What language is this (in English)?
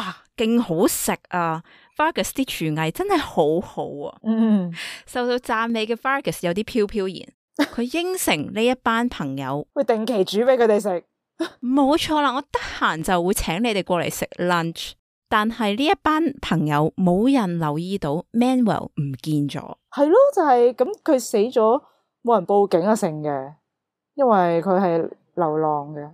Cantonese